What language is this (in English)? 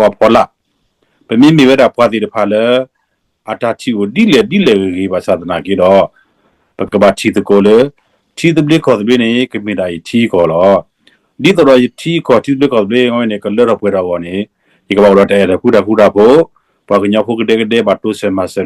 S'gaw Karen